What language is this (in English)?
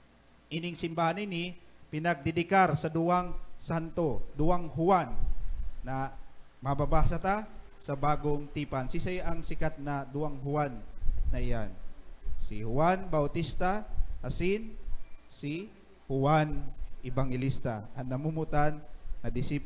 Bikol